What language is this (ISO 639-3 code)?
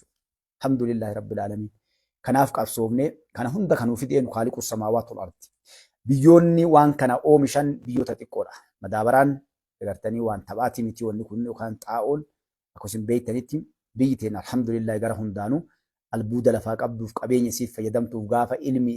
orm